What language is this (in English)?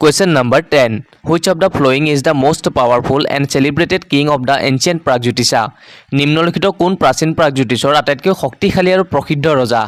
Assamese